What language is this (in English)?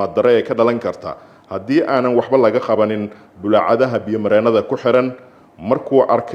Somali